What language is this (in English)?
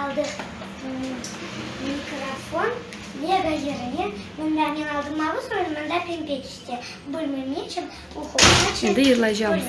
Crimean Tatar